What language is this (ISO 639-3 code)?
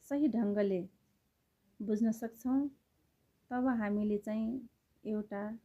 nep